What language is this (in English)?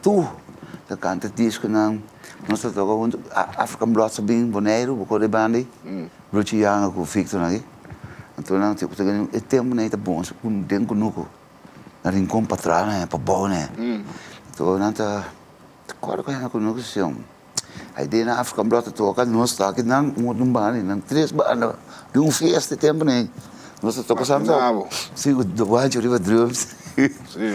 Papiamento